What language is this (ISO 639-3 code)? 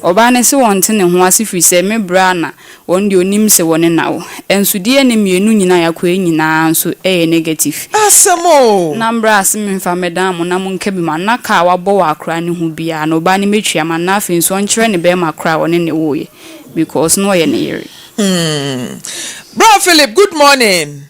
aka